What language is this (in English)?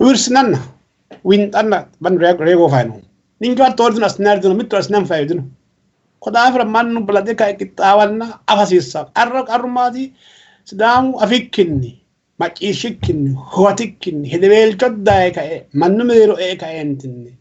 Sidamo